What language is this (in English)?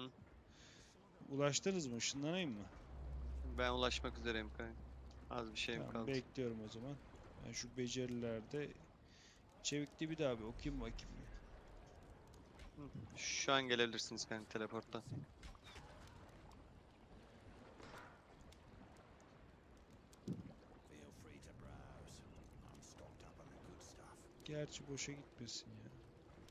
Turkish